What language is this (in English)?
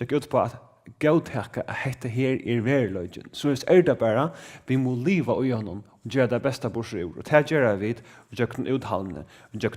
Faroese